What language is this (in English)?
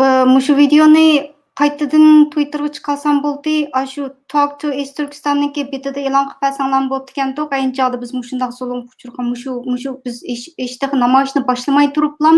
Uyghur